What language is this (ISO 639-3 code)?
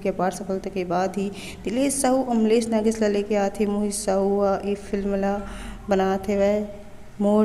hne